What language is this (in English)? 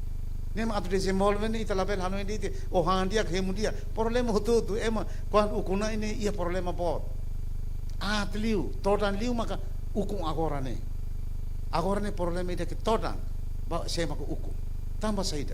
Tetum